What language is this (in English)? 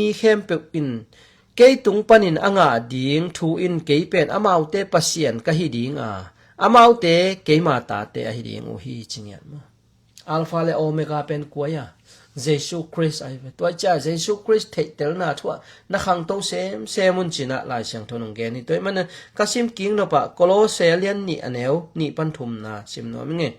Tedim Chin